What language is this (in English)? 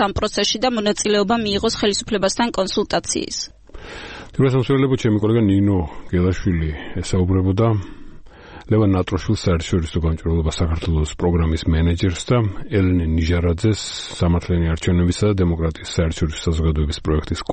Georgian